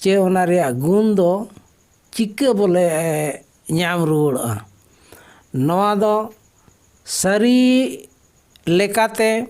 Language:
Santali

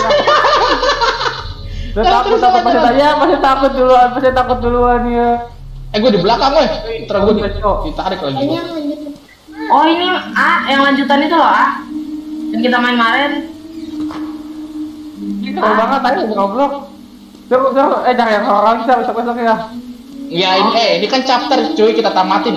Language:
Indonesian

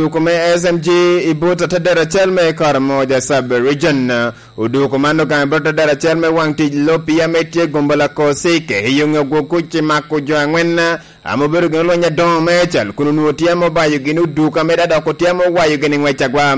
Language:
Lango (Uganda)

